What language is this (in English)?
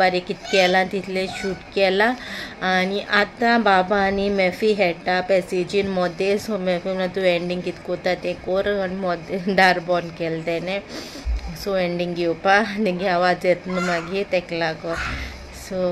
Konkani